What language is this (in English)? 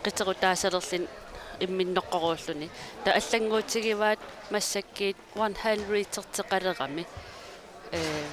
Kalaallisut